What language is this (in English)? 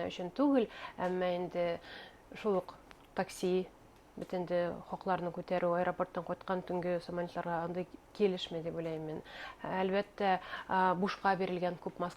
Bashkir